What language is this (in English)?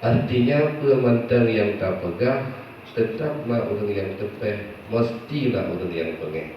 Achinese